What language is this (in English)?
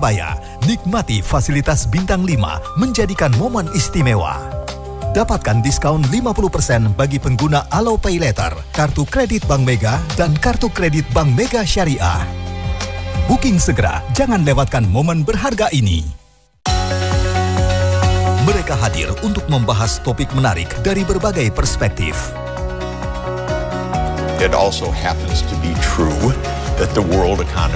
Indonesian